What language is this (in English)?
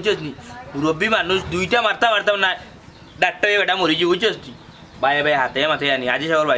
Sylheti